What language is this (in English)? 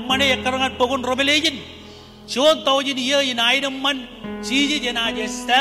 Marshallese